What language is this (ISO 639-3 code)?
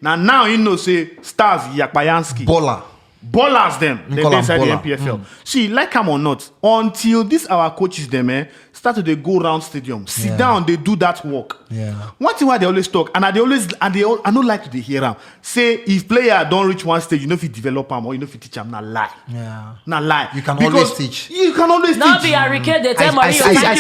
pcm